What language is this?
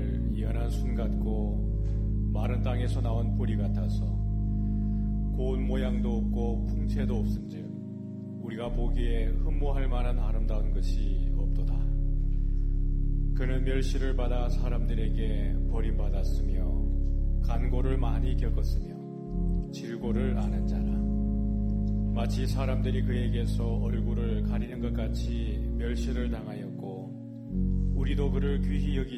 Korean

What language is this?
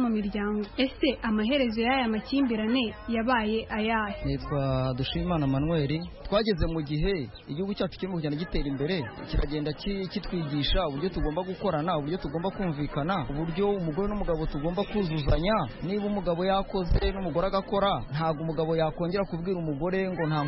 Kinyarwanda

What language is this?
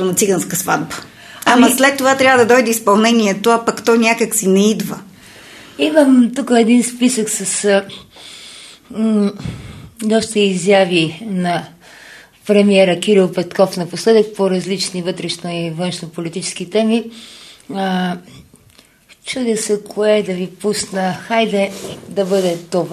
Bulgarian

